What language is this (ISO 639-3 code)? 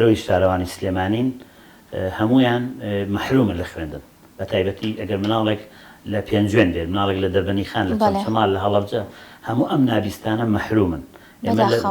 ckb